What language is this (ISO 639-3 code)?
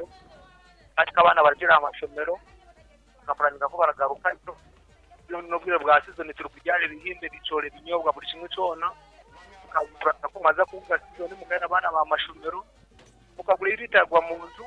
nyn